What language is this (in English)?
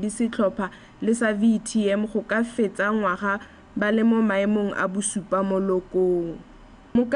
Tswana